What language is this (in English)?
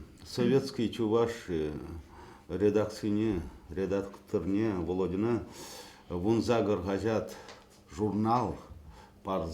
Chuvash